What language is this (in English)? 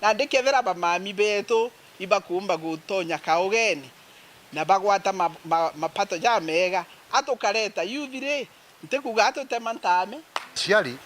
Meru